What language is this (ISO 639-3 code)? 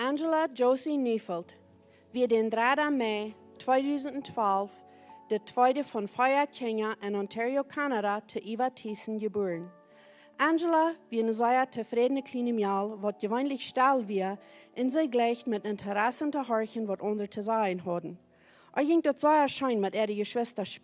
pdt